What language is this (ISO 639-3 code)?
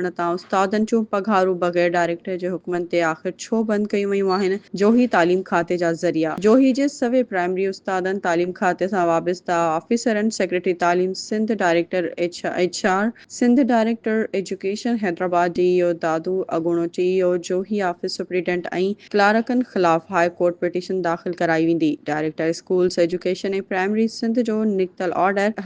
snd